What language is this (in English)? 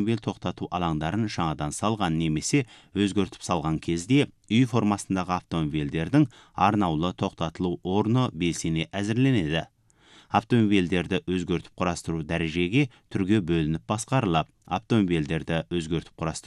Kazakh